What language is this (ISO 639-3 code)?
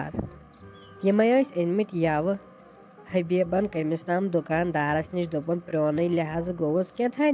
kas